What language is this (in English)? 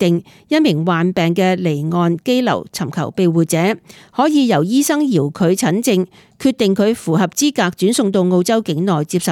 Cantonese